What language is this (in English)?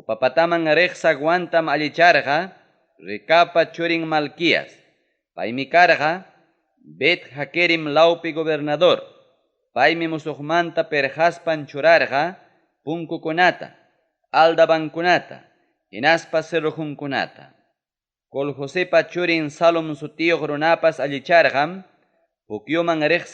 Ayacucho Quechua